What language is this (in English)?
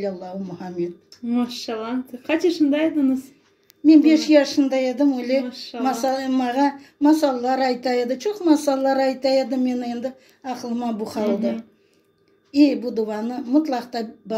Crimean Tatar